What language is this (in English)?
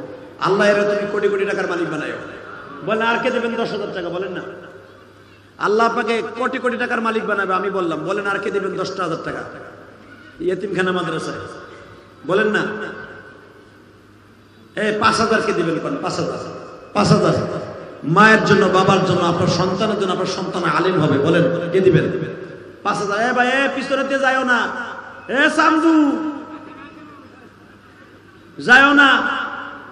Bangla